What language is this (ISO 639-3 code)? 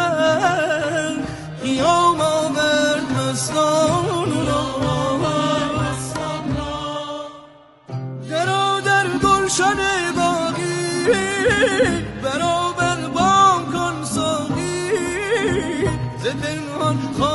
fas